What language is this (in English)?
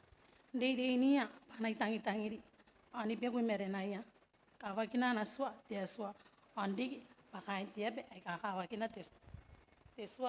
Gilbertese